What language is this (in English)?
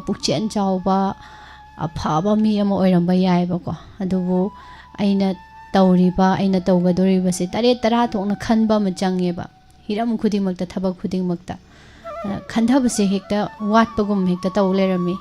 Manipuri